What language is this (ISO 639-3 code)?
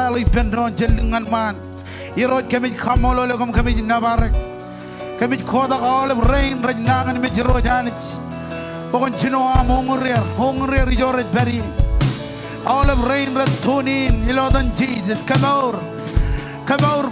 mah